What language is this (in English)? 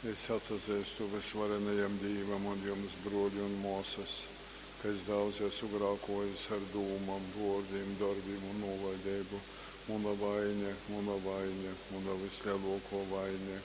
Latgalian